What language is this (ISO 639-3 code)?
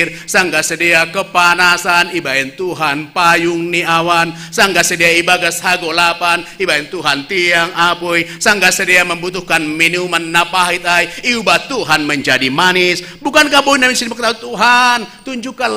bts